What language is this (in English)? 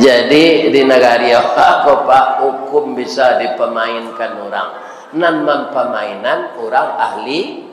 Minangkabau